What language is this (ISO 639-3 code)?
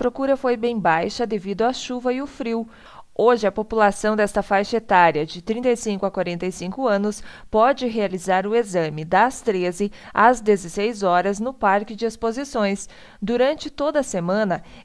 por